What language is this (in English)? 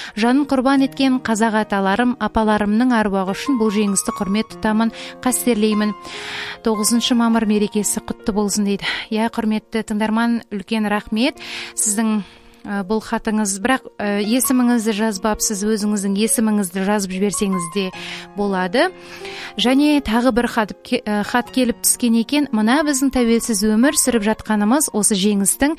Kazakh